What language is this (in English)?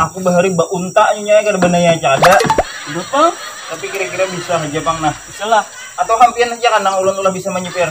Banjar